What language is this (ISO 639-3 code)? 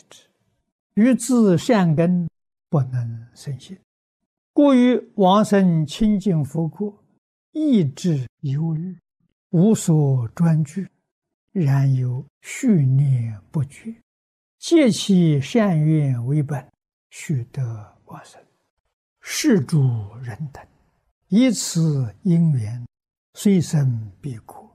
zho